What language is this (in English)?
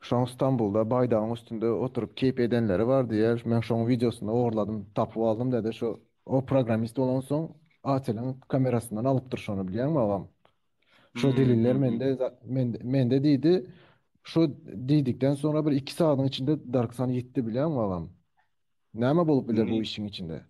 Turkmen